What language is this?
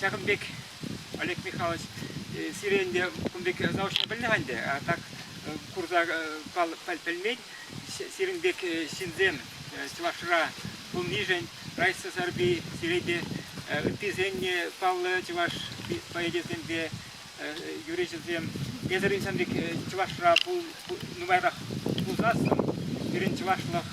Chuvash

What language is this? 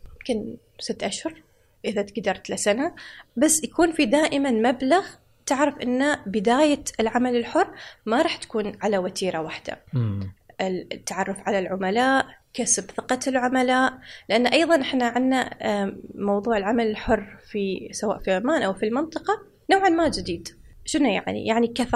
Gulf Arabic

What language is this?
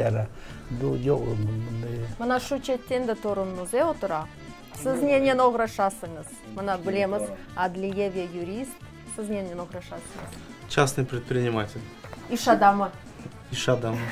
Crimean Tatar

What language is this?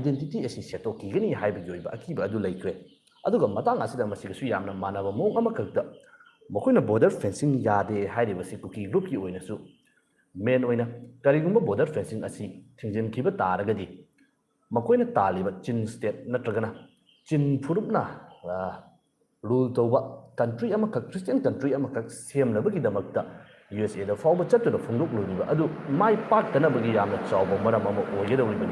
Manipuri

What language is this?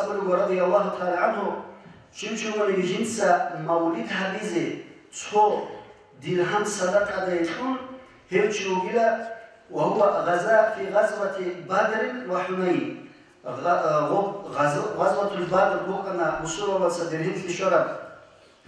Avaric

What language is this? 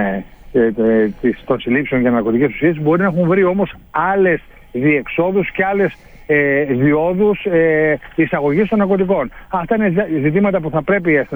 Greek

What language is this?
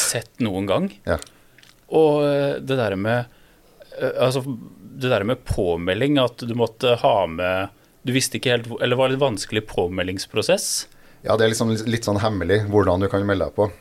Norwegian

